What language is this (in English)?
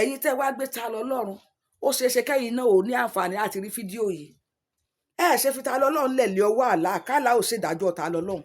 Yoruba